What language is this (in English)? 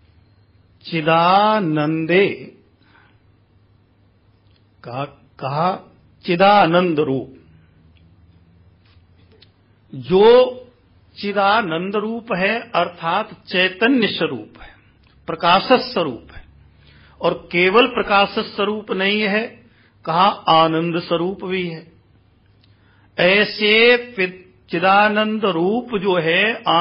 Hindi